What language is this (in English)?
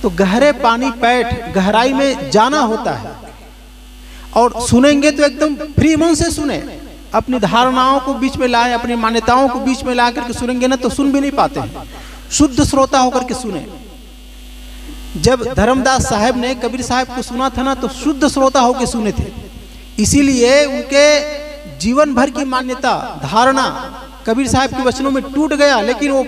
Hindi